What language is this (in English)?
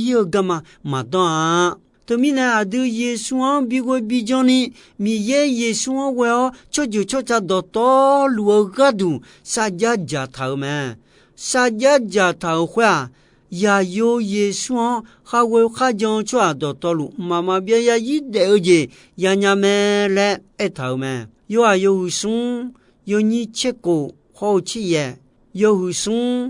Akha